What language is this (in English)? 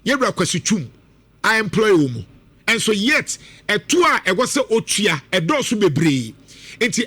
Akan